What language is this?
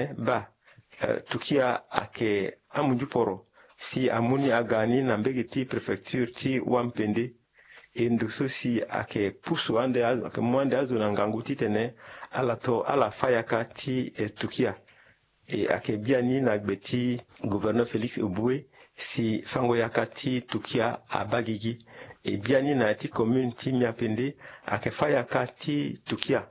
Sango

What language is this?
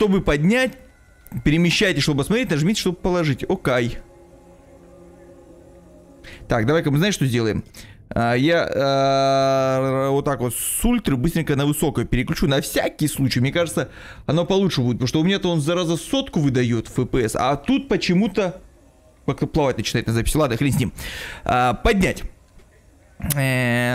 Russian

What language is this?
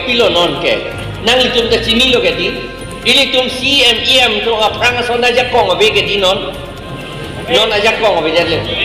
Karbi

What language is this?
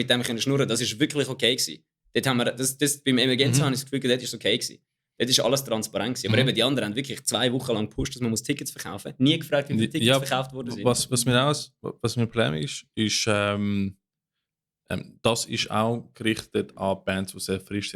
Swiss German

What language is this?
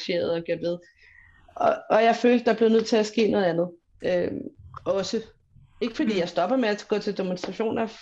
Danish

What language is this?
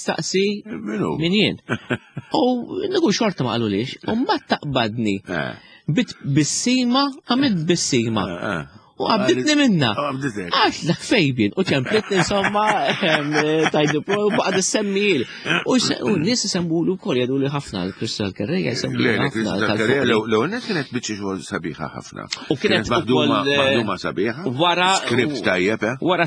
Maltese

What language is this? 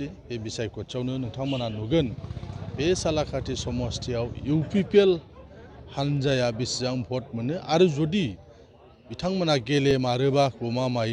Bodo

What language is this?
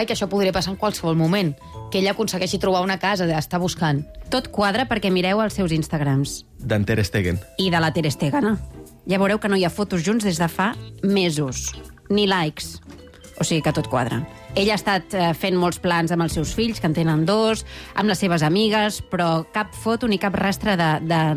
Catalan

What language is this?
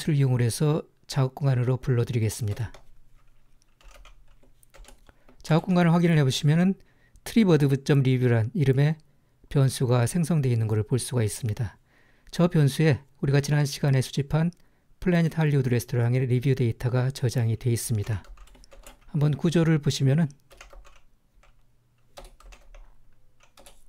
Korean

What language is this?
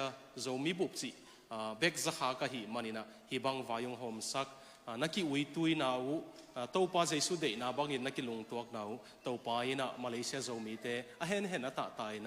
Tedim Chin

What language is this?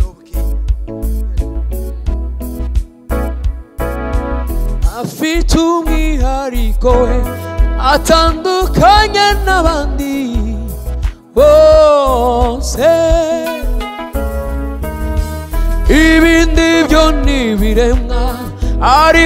Kinyarwanda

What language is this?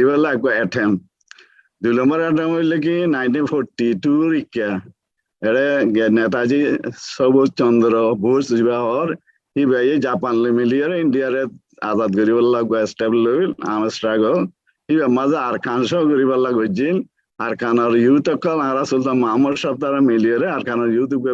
Rohingya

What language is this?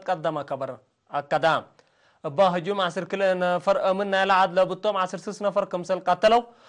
Tigre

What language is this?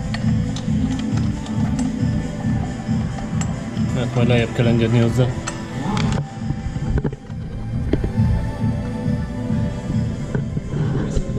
Hungarian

